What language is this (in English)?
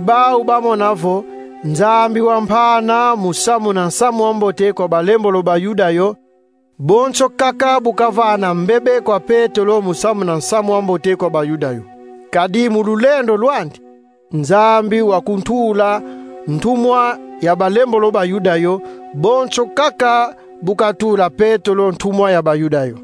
Kongo